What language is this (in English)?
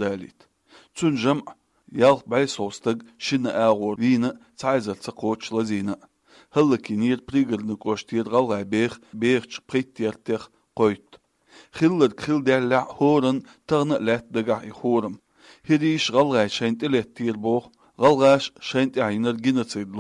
Chechen